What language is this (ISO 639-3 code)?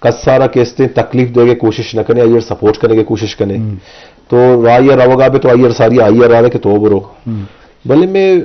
bgp